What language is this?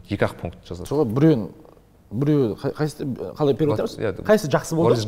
Kazakh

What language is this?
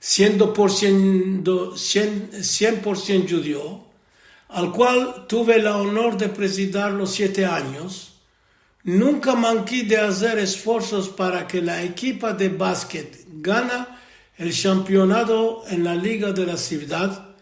Ladino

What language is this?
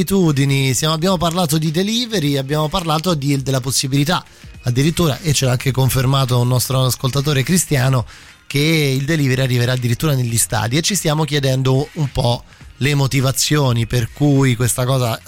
Italian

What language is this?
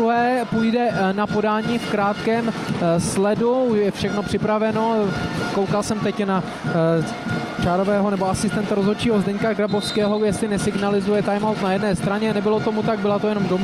Czech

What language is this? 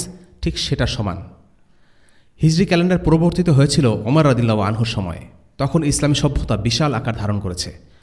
Bangla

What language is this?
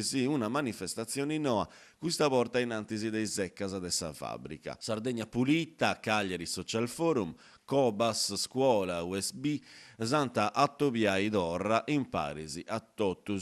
Sardinian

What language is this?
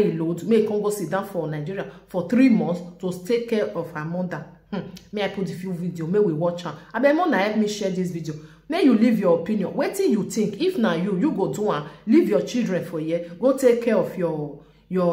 Nigerian Pidgin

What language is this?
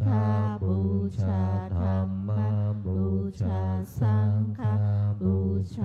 Pali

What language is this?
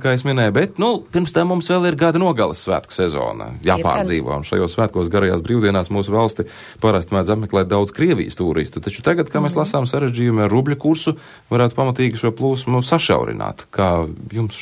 Latvian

